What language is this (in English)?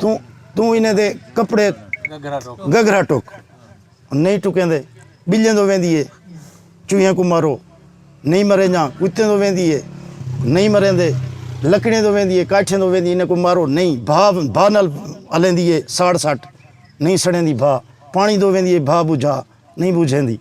Saraiki